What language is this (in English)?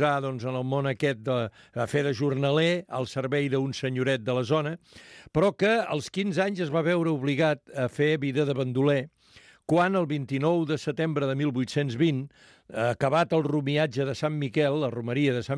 Catalan